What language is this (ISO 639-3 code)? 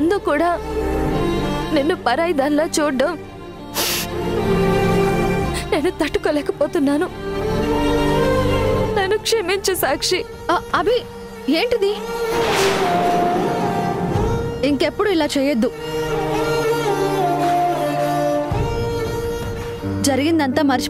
tel